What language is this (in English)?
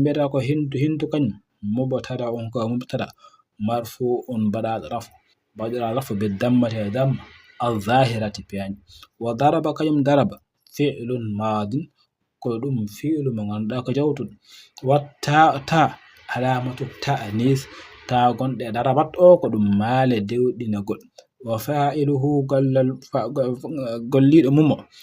Fula